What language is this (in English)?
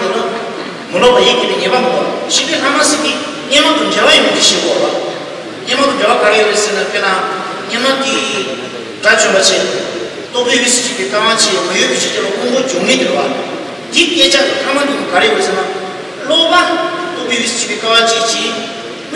Tibetan